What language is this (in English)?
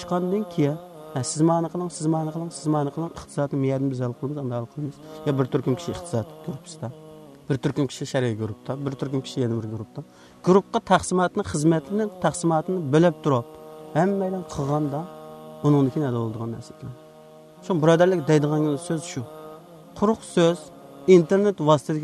Uyghur